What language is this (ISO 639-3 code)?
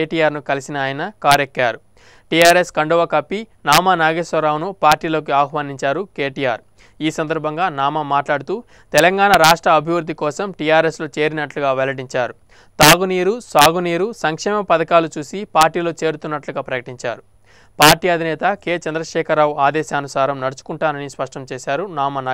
tel